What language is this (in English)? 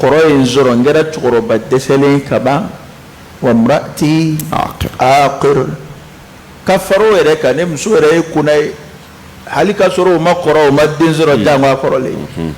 Bambara